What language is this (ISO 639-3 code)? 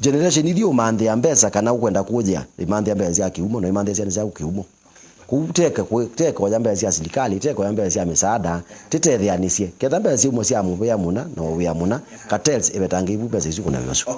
kam